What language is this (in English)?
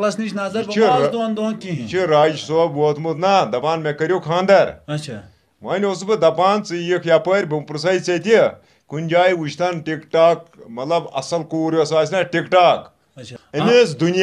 Kashmiri